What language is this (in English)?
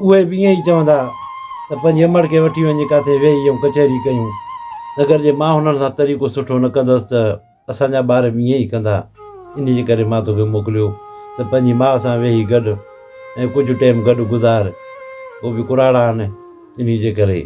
Sindhi